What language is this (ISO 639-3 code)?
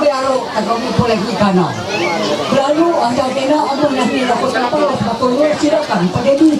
mhy